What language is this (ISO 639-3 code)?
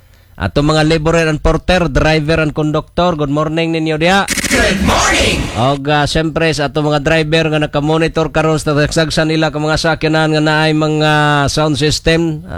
ceb